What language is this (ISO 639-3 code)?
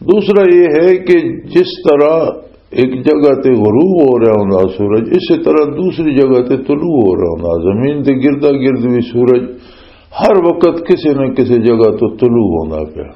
lah